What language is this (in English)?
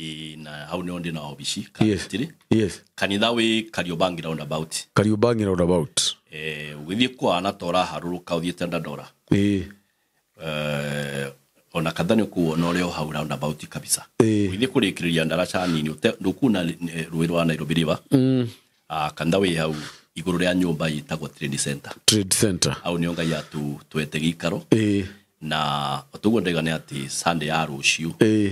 Kikuyu